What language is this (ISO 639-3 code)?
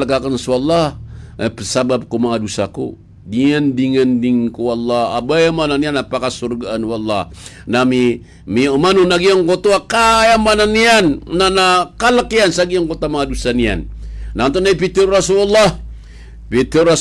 mrw